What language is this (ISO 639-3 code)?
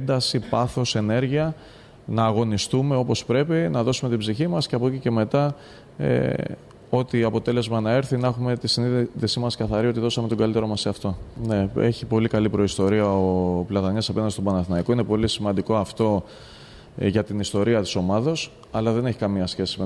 ell